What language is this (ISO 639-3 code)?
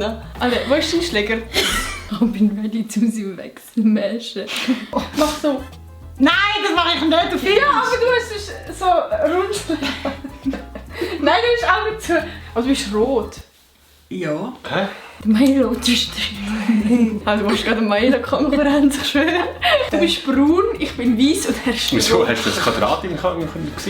gsw